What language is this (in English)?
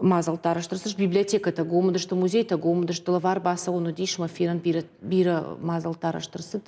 Ossetic